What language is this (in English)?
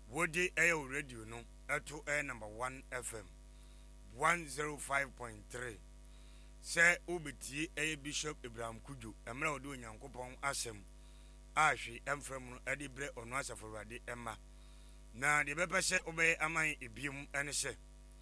Akan